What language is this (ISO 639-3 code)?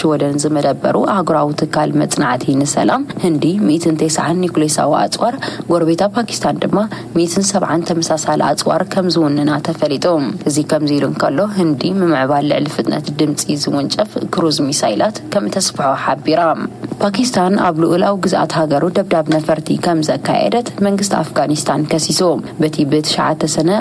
tir